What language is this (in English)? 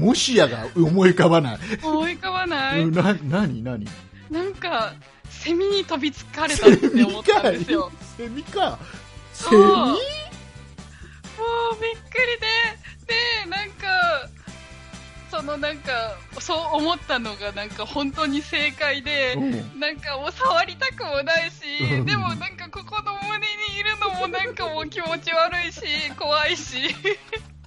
Japanese